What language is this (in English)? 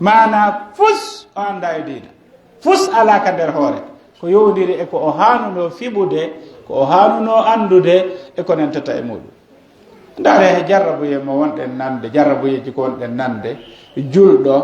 Pular